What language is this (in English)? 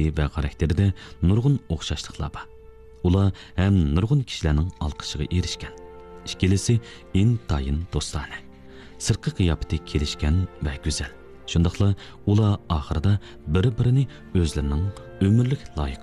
Uyghur